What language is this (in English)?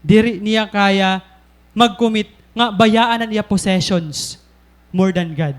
Waray